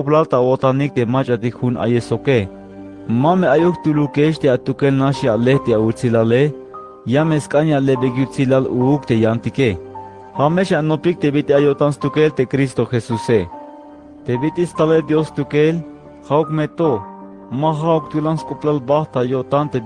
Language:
Tzeltal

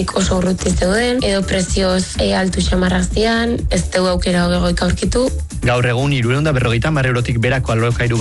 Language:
Basque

